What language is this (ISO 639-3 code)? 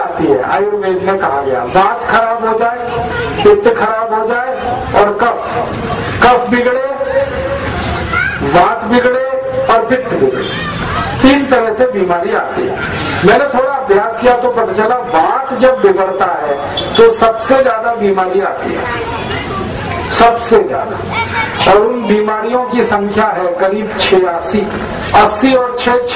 hin